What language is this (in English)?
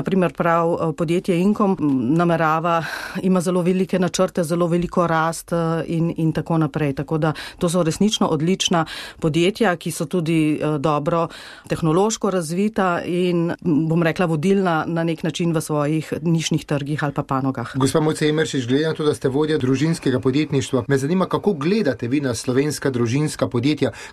Slovenian